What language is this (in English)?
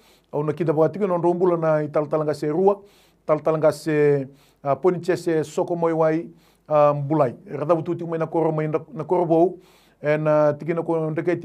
Fijian